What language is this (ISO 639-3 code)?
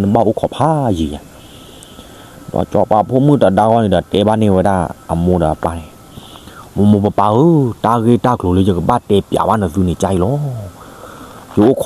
ksw